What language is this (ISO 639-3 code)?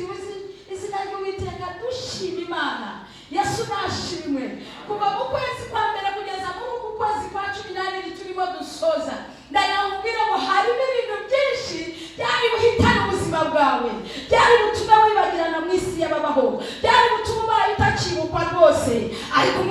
kin